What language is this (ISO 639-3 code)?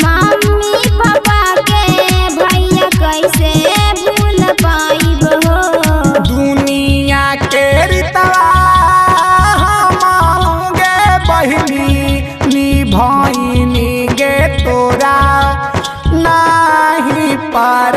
bho